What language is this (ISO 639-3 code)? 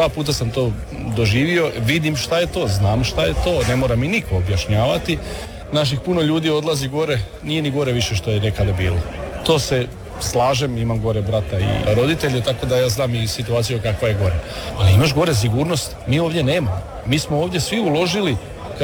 hrv